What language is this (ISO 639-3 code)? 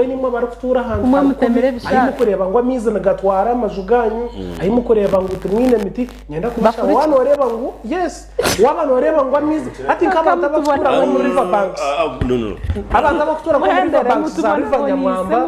nyn